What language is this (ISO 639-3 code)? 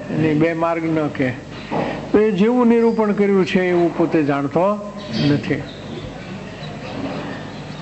guj